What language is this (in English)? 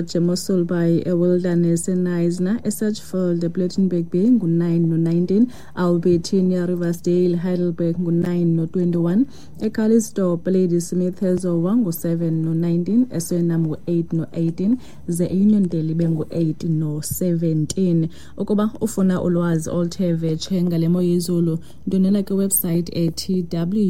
Xhosa